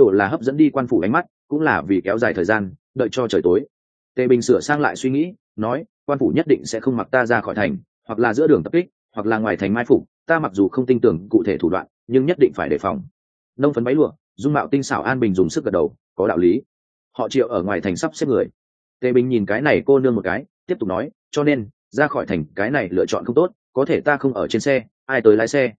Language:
Vietnamese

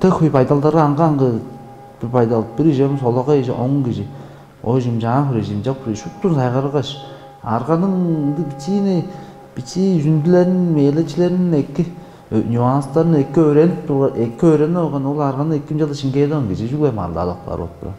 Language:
Tuvinian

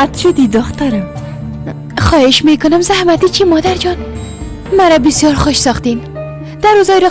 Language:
Persian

